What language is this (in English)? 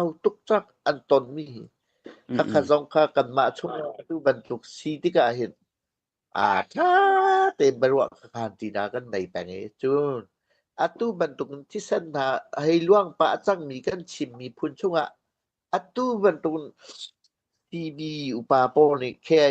Hakha Chin